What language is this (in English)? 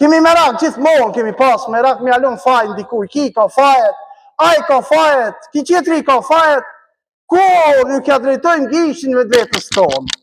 Albanian